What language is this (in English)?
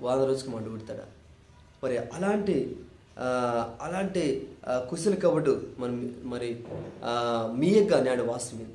Koya